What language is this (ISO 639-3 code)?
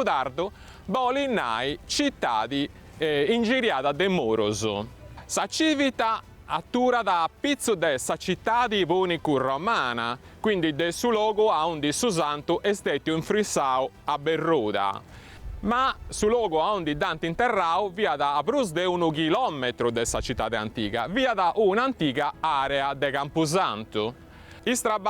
srd